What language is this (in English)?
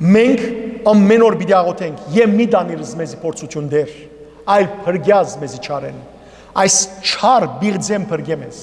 Western Armenian